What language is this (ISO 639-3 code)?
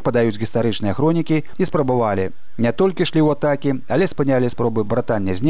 bel